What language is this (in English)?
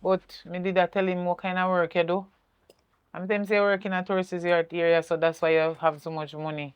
Jamaican Creole English